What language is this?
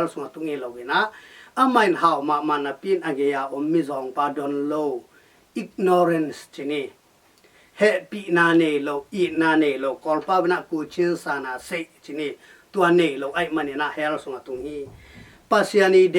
Tedim Chin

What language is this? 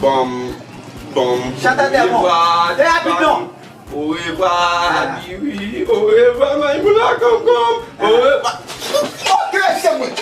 Haitian Creole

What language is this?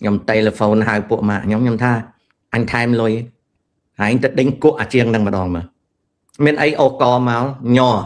Khmer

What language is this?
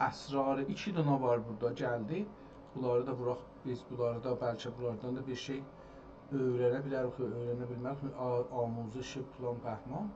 South Azerbaijani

